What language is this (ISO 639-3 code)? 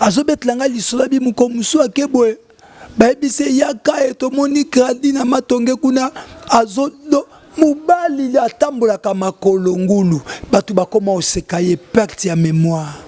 lin